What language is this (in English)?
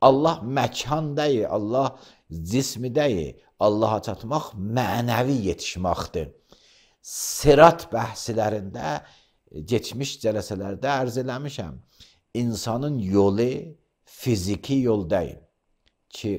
Azerbaijani